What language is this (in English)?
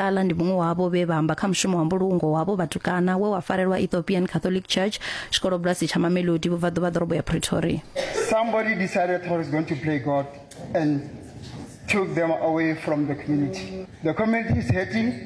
Venda